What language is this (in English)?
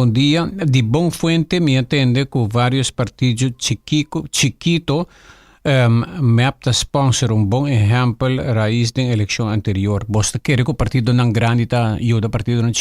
Papiamento